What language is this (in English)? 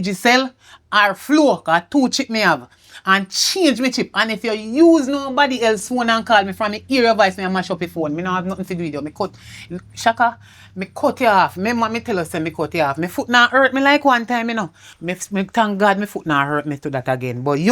Jamaican Creole English